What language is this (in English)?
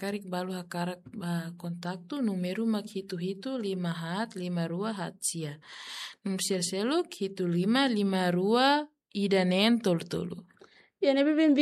Tetum